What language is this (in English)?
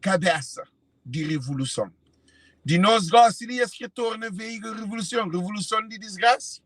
Kabuverdianu